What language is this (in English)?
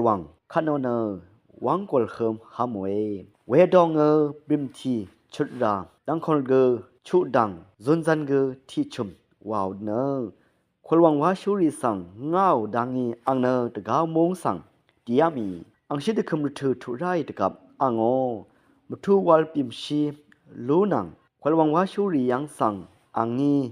Rawang